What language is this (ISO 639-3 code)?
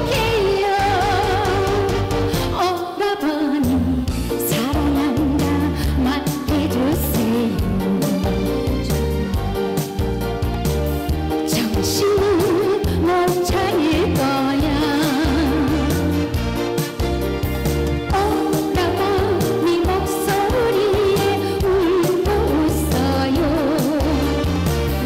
kor